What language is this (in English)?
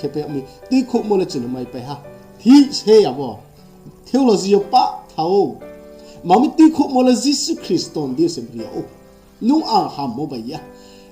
Riang (India)